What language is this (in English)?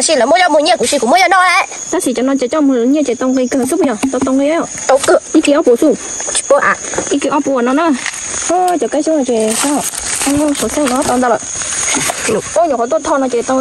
Hmong